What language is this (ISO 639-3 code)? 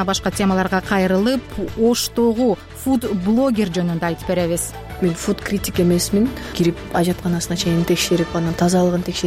kir